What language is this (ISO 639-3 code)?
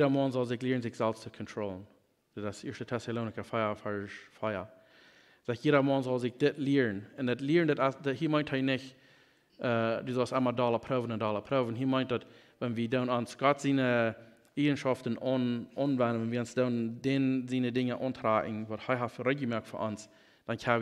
pdt